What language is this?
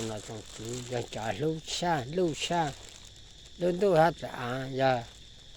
Hmong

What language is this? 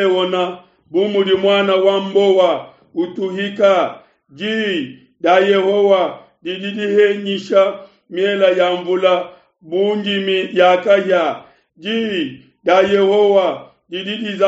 Luba-Lulua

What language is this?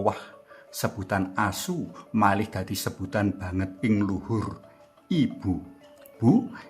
Javanese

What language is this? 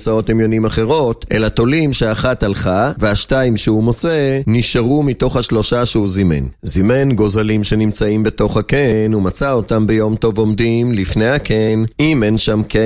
Hebrew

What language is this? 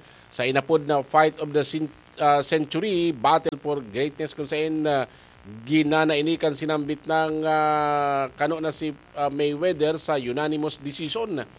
Bikol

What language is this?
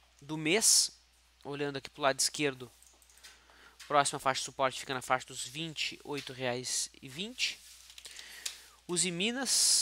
Portuguese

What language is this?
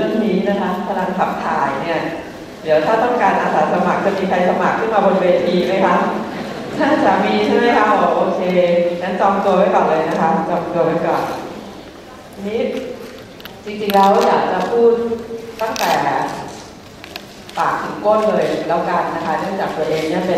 Thai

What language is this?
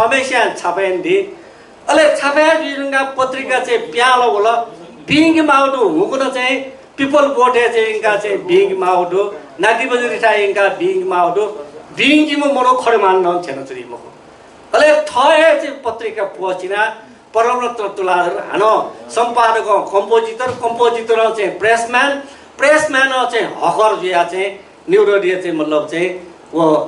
Newari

